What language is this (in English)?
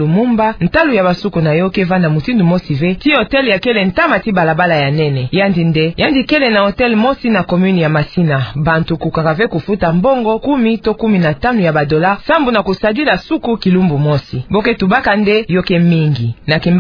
Kituba (Democratic Republic of Congo)